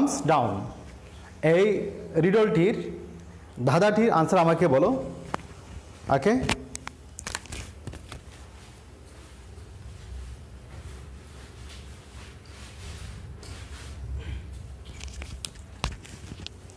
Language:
Bangla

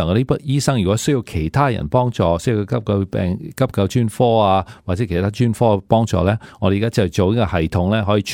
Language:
Cantonese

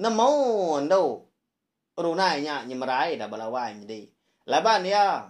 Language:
Iban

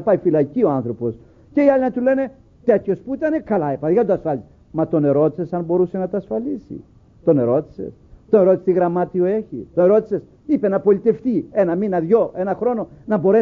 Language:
Greek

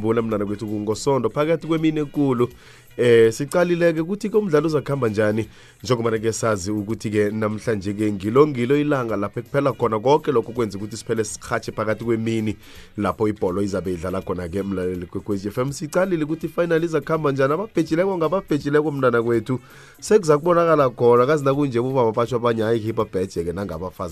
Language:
South Ndebele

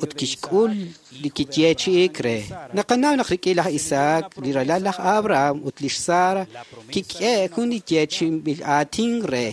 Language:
Kekchí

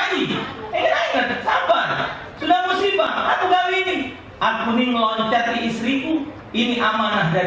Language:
Musi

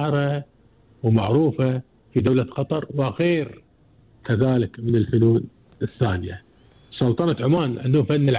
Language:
Gulf Arabic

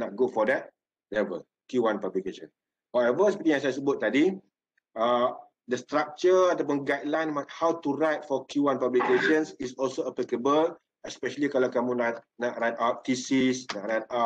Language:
Malay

